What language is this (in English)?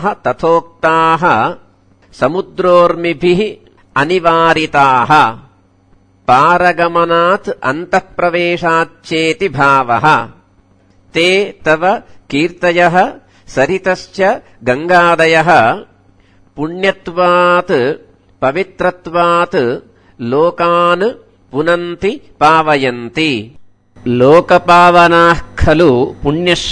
Sanskrit